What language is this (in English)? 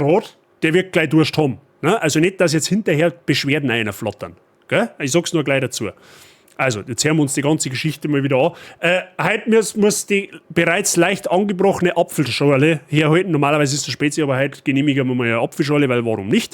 Bavarian